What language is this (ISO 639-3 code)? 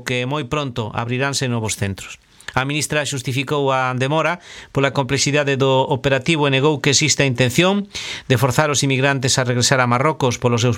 glg